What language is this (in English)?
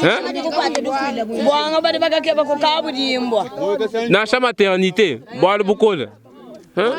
Luba-Lulua